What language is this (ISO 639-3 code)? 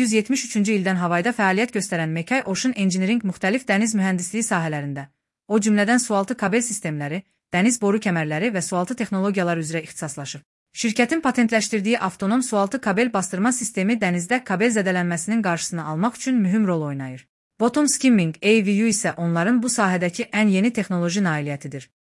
aze